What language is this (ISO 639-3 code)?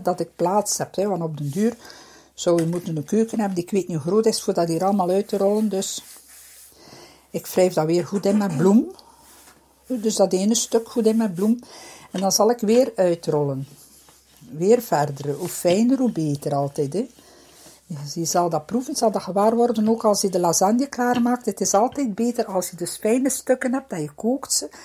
nld